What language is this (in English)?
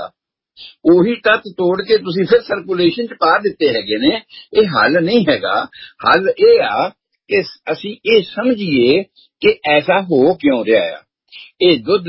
Punjabi